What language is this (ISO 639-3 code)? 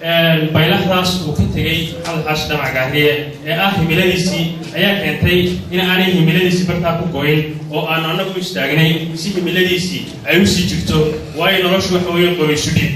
som